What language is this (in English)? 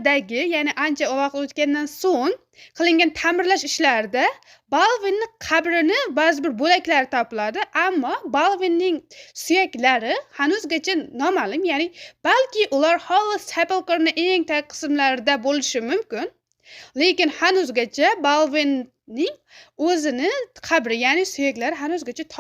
Uzbek